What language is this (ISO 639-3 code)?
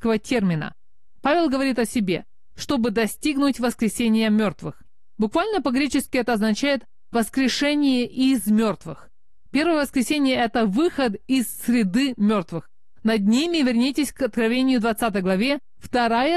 rus